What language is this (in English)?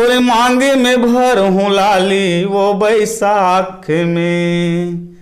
Chhattisgarhi